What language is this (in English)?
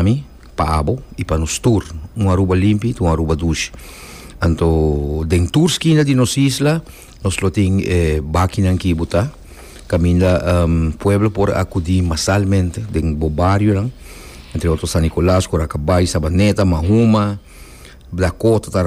Papiamento